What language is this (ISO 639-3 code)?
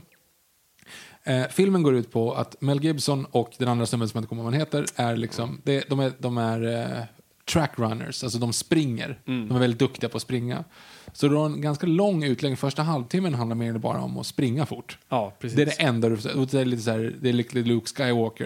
swe